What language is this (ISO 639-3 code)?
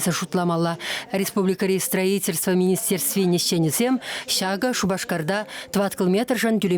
chv